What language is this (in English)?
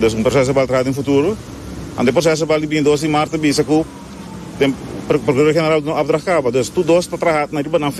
Papiamento